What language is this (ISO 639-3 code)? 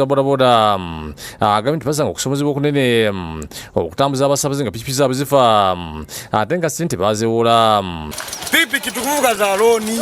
lug